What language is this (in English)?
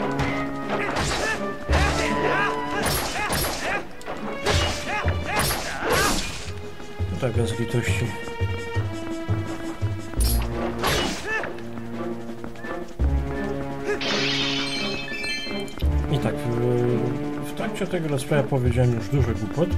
Polish